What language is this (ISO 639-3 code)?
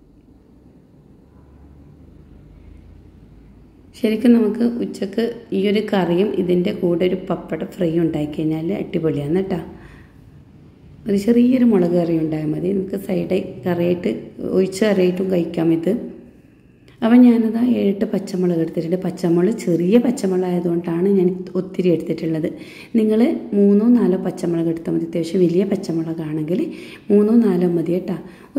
mal